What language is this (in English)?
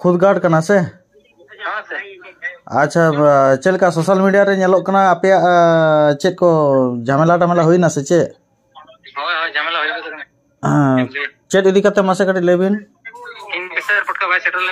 Santali